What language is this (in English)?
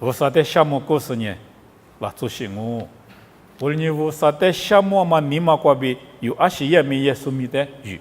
Lisu